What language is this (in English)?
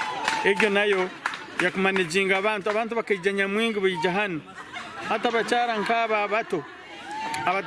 Nyankole